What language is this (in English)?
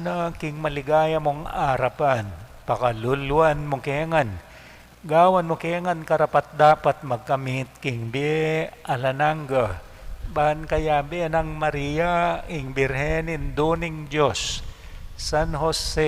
Pampanga